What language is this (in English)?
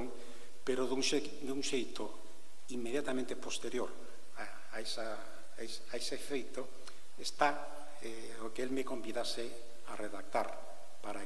Galician